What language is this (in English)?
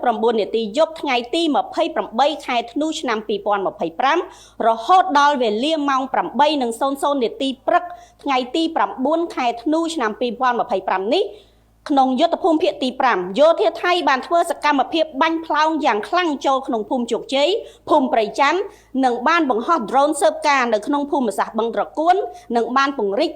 Khmer